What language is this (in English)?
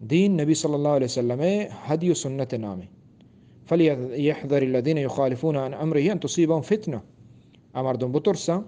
Eastern Balochi